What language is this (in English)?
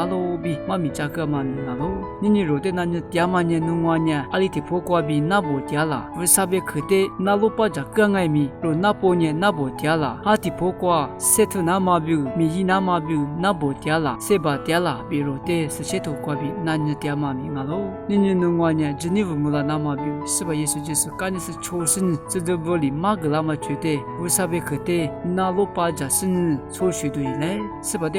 Lisu